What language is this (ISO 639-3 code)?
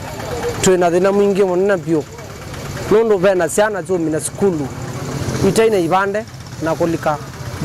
kam